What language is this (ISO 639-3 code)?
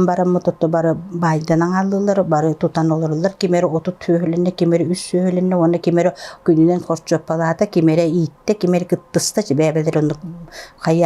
sah